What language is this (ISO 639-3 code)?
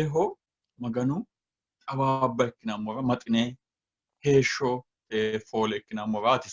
sid